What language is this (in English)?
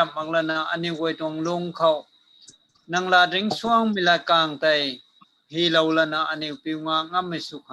Rongmei Naga